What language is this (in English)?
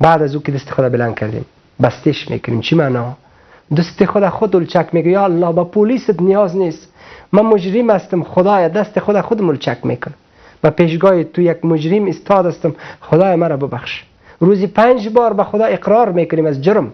Persian